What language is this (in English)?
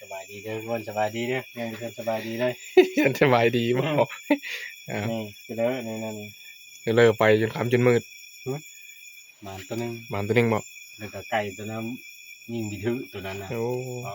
Northeastern Thai